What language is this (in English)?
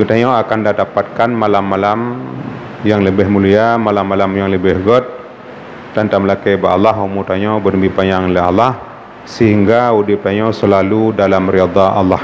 Achinese